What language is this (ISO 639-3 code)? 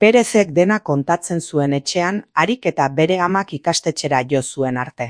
eus